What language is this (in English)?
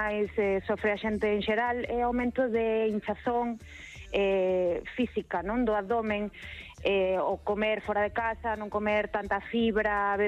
Galician